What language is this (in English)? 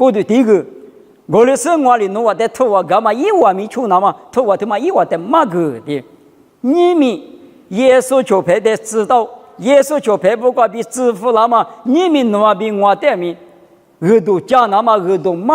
Lisu